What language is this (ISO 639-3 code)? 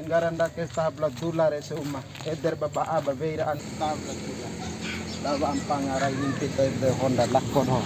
bhp